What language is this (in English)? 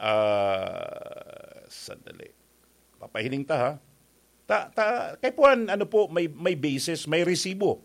Bikol